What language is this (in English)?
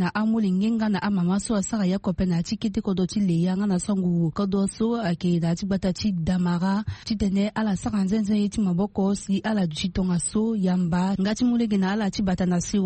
Sango